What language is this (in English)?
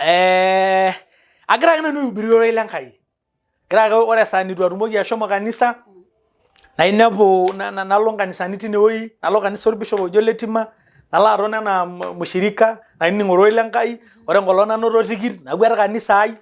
Masai